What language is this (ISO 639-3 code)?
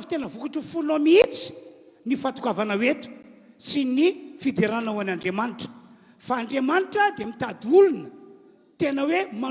mlg